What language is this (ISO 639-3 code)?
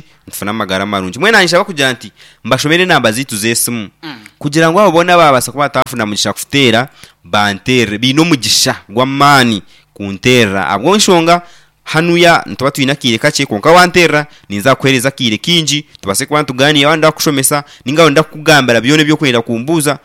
nyn